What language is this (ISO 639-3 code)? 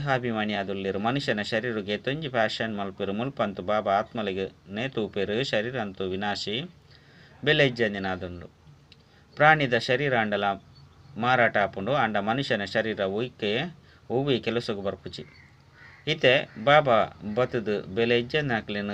tcy